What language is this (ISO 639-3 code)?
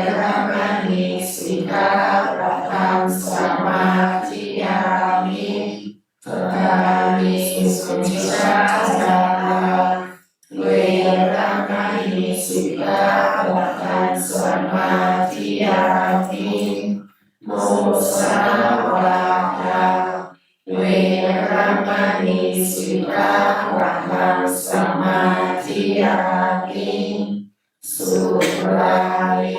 pli